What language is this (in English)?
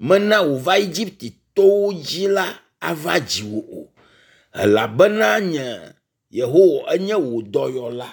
Ewe